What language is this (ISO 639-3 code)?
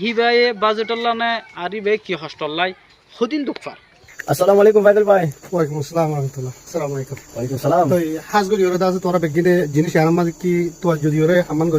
rhg